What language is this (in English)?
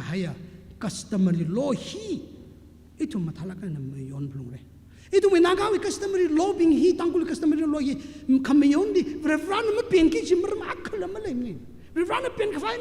Tangkhul Naga (India)